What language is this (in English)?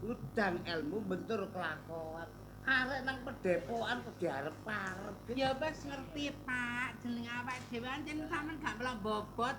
Javanese